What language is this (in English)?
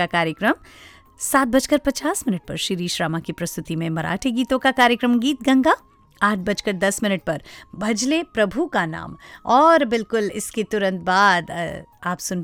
Hindi